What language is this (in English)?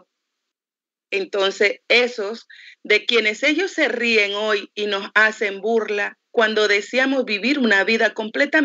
Spanish